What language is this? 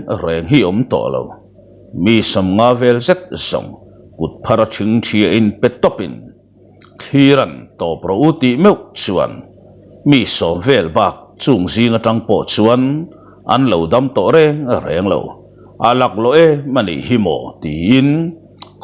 Mizo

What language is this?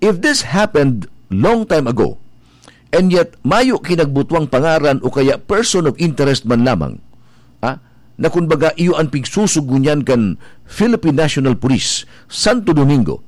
Bikol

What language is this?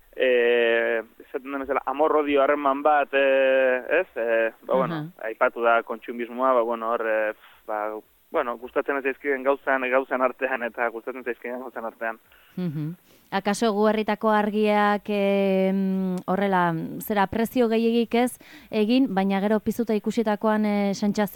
Basque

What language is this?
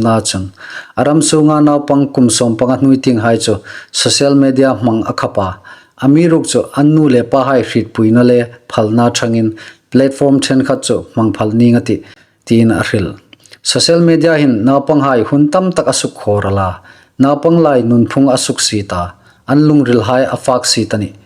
Hmar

